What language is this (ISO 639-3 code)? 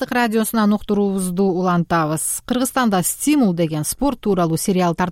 kir